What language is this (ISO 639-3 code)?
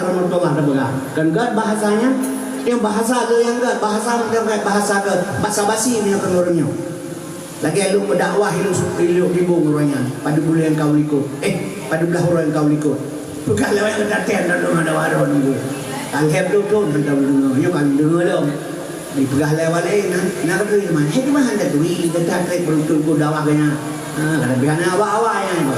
ace